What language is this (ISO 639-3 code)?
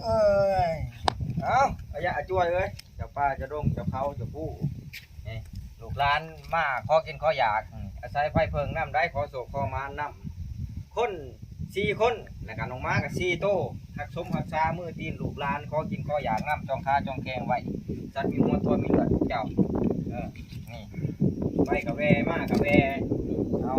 tts